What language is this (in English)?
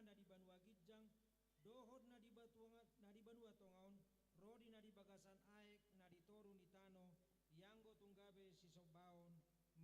Batak Toba